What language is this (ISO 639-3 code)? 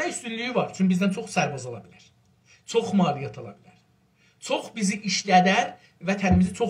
azb